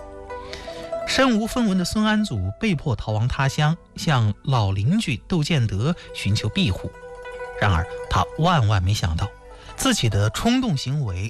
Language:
Chinese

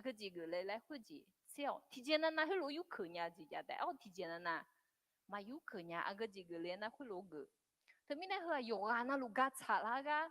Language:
Akha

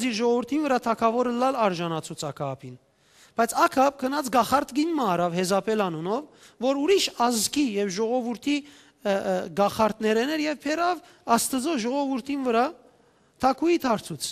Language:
Western Armenian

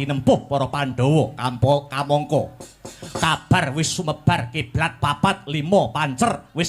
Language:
Javanese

